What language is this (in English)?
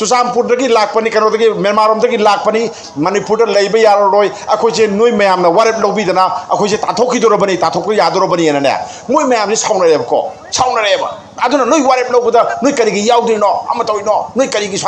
Manipuri